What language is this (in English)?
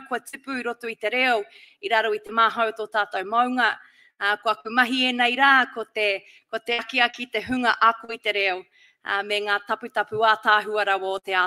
Māori